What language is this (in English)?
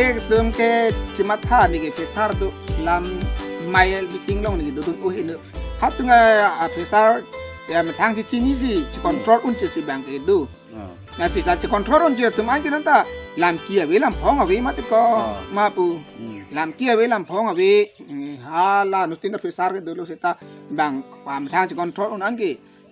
Karbi